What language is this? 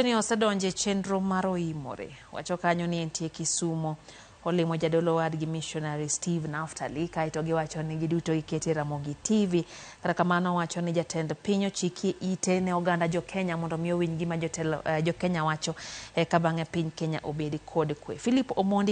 Luo (Kenya and Tanzania)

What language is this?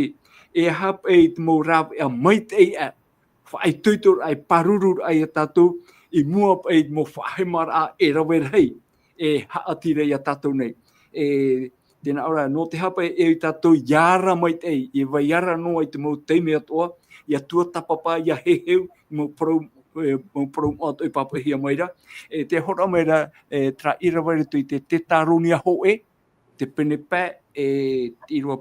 Tahitian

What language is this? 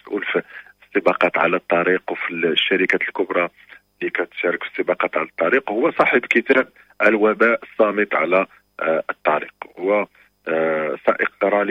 Moroccan Arabic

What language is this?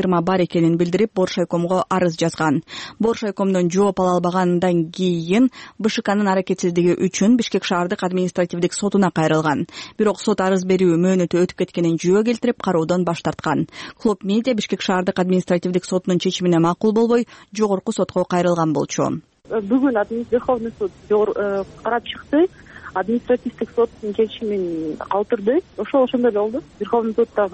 Kyrgyz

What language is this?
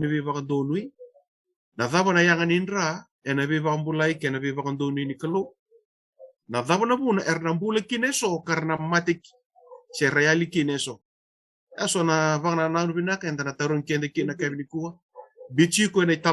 Fijian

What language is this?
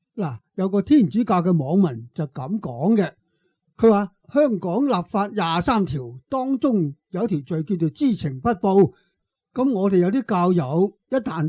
Cantonese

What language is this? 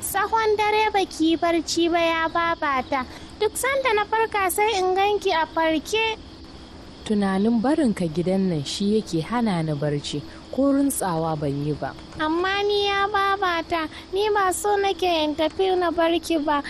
Hausa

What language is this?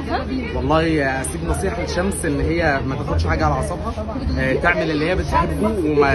Egyptian Arabic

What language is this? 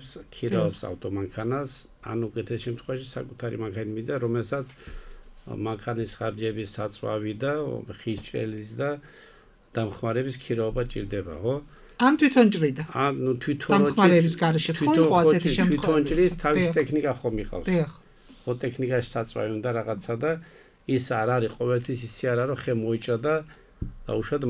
Georgian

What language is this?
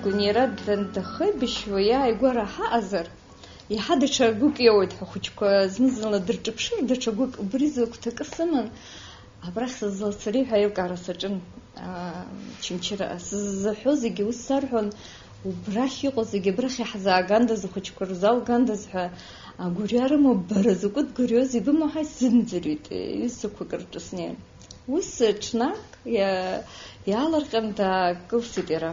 Abkhazian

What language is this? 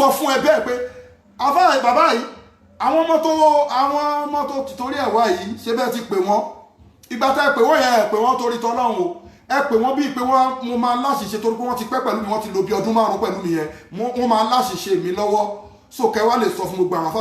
Yoruba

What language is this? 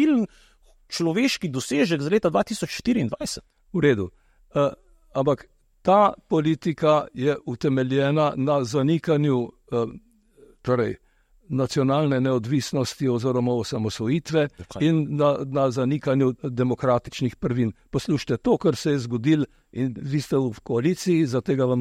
Slovenian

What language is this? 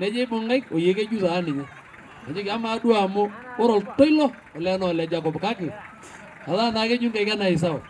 Masai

